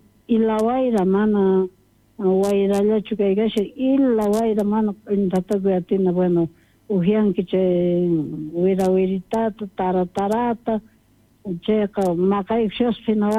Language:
South Bolivian Quechua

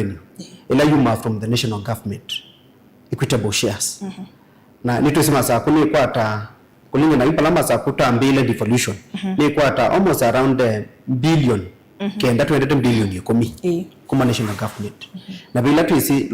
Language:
Kamba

